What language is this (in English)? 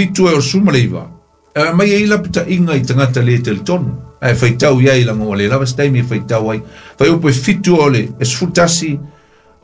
Samoan